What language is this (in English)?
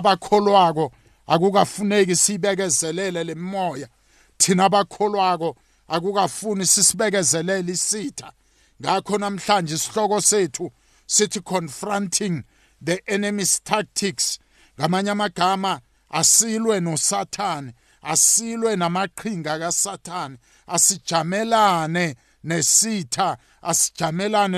South Ndebele